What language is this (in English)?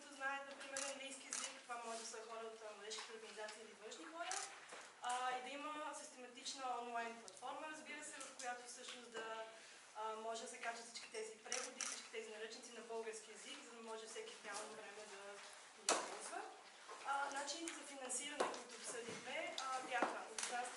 Bulgarian